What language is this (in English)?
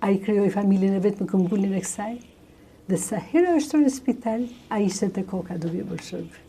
Albanian